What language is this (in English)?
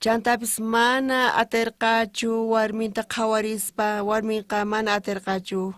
South Bolivian Quechua